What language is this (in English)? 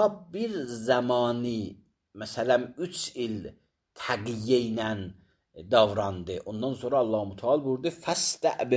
Azerbaijani